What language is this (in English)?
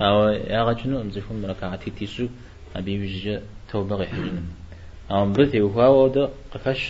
Kabardian